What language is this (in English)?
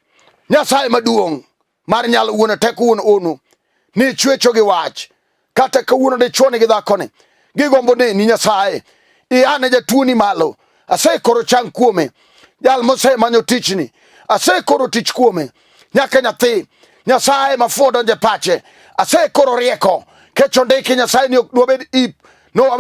Luo (Kenya and Tanzania)